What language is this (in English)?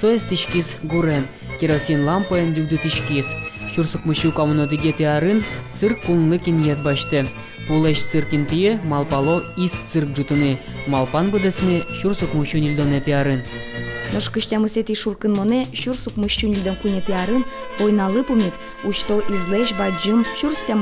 Udmurt